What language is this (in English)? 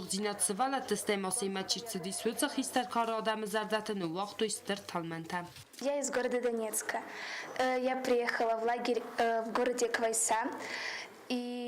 Ossetic